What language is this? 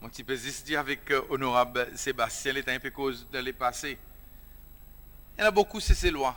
Seselwa Creole French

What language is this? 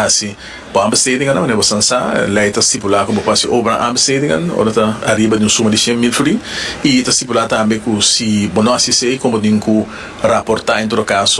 Papiamento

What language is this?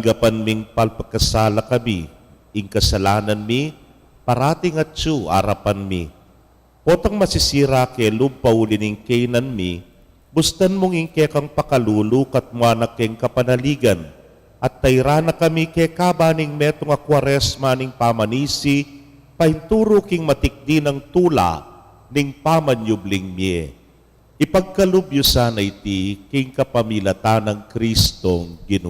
Pampanga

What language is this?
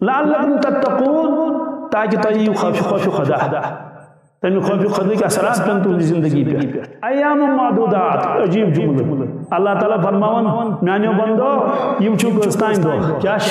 Kashmiri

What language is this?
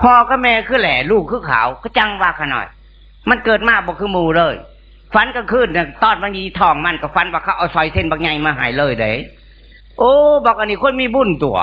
Northeastern Thai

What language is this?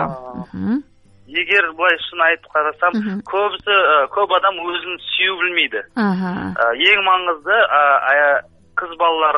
Kazakh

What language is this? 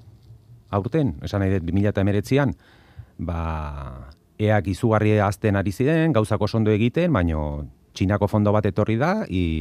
Basque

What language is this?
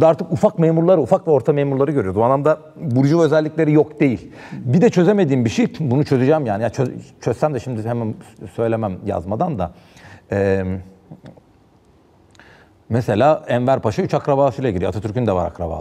Turkish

